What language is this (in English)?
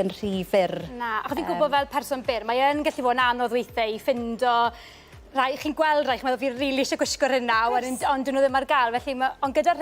Welsh